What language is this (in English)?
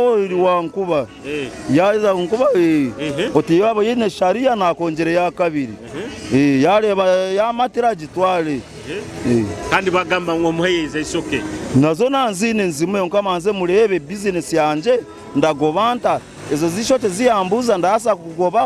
Nyoro